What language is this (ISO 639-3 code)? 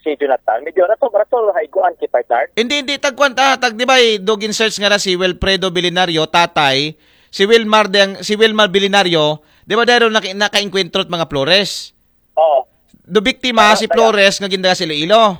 akl